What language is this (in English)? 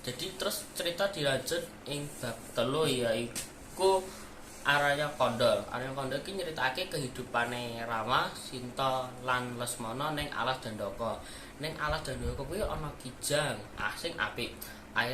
Javanese